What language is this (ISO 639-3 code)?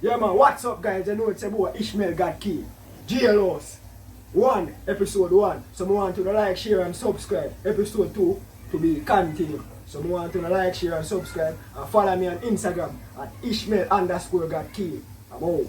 jam